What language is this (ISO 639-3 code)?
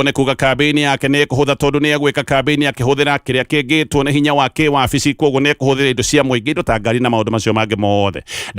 kik